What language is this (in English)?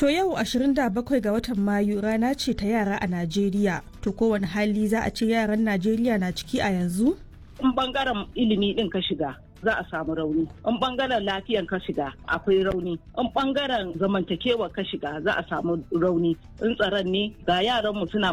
Hausa